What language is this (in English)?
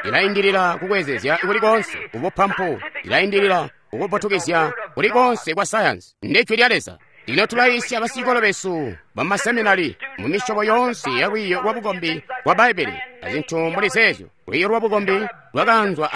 Tonga (Zambia)